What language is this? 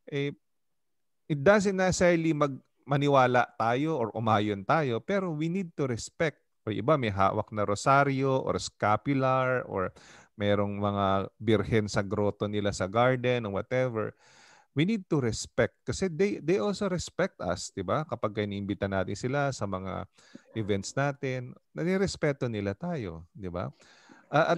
Filipino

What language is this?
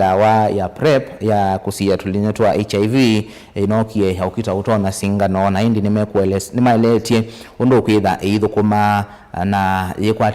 Kamba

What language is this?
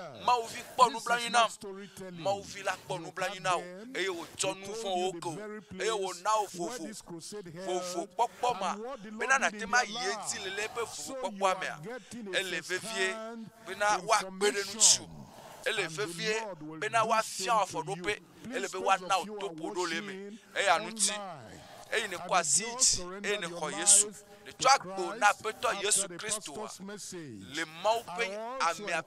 Ewe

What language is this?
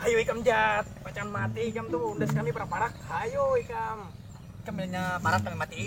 Banjar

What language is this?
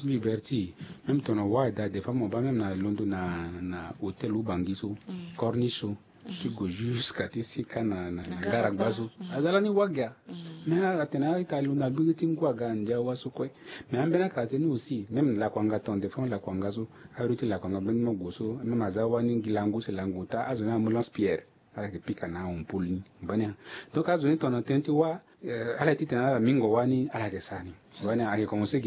Sango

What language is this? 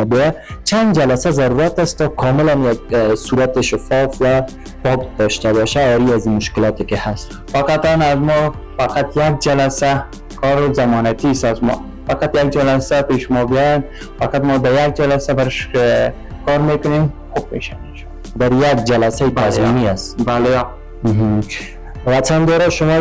Persian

